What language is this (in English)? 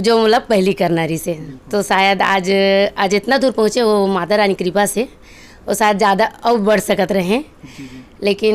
Chhattisgarhi